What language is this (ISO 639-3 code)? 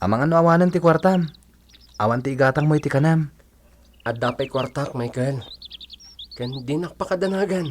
ilo